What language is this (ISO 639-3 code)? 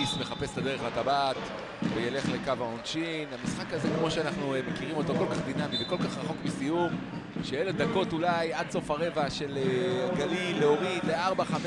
heb